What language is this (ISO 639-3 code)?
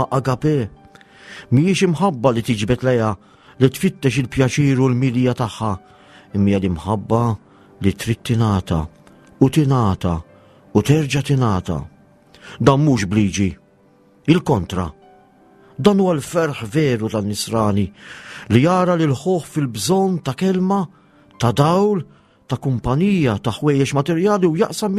mlt